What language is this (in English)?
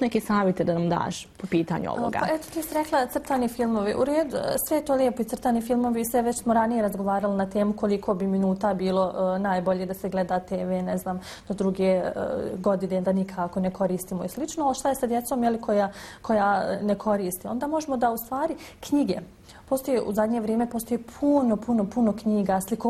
Bosnian